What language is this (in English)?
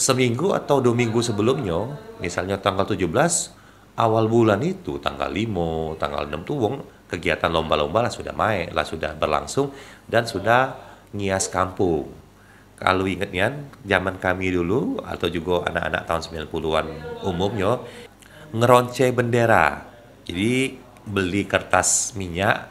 Musi